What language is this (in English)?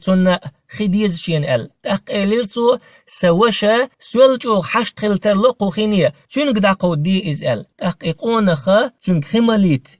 Chechen